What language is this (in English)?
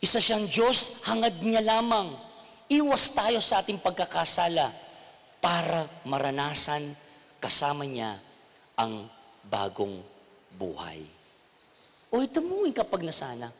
Pampanga